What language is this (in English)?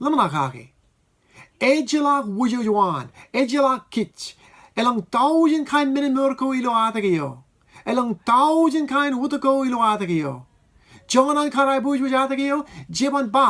Marshallese